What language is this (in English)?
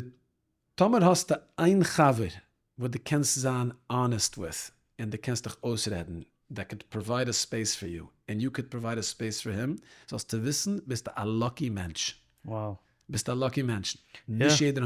Yiddish